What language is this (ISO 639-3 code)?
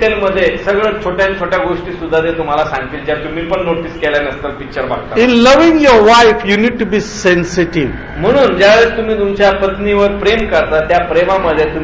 mar